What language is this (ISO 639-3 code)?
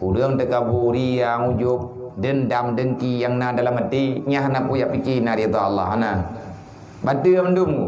ace